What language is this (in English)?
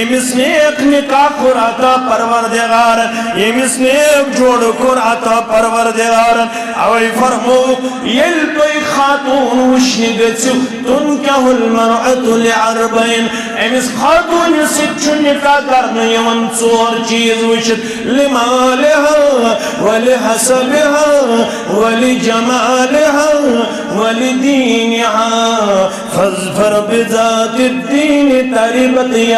Kashmiri